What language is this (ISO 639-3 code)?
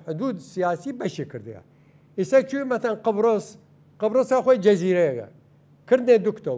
sdh